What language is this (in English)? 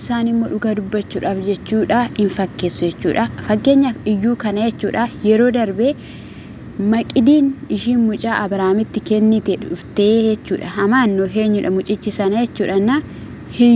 Oromo